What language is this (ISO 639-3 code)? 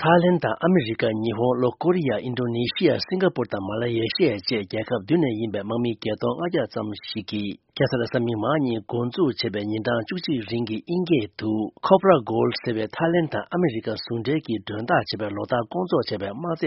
bod